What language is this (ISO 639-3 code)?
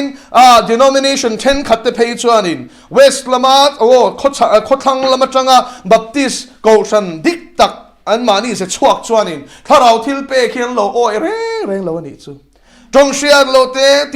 lus